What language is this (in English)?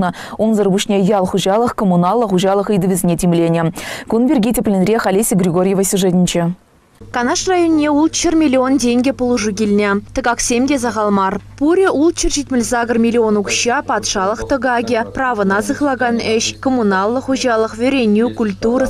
Chuvash